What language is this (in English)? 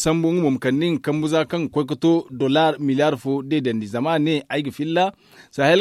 Zarma